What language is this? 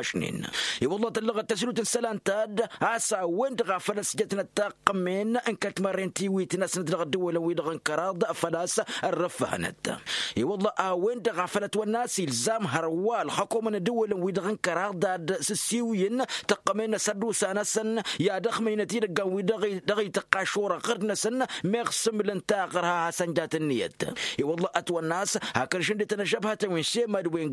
Tamasheq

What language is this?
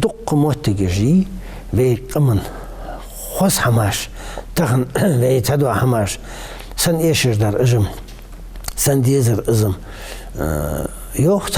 Ingush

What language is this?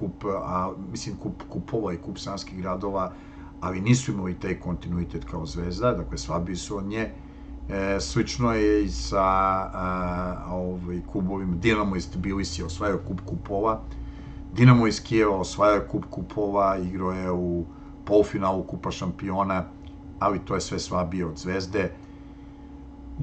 Serbian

